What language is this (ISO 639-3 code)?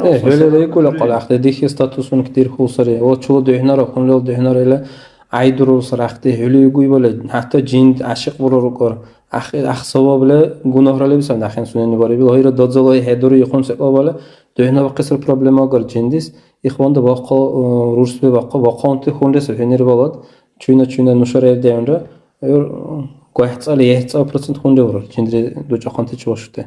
dar